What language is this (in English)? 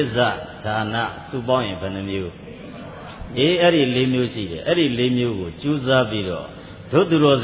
Burmese